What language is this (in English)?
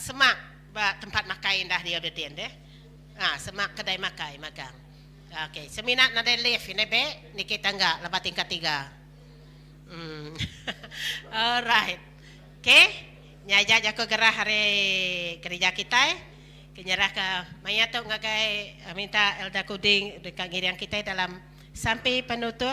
Iban